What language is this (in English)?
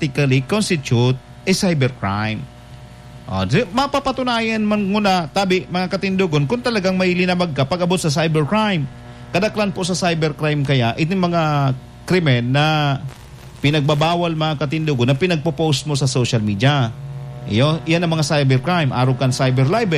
Bikol